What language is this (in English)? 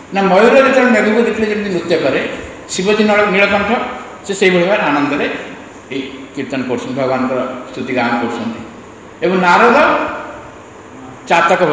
Odia